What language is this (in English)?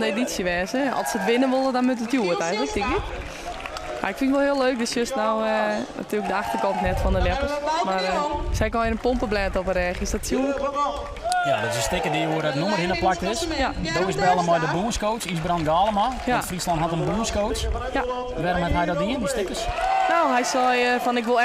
Western Frisian